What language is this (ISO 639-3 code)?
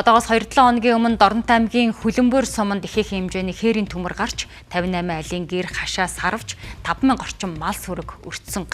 mon